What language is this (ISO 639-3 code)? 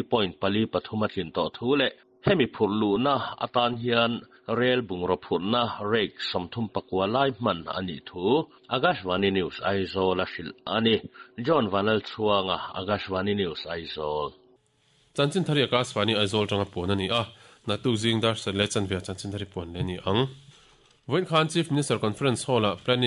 lus